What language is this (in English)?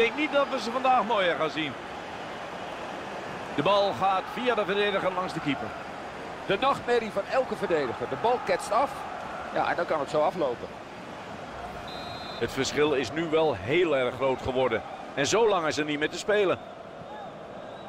Dutch